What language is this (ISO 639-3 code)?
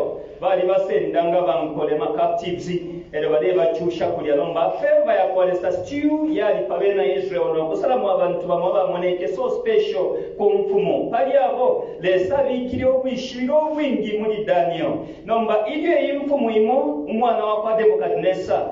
bem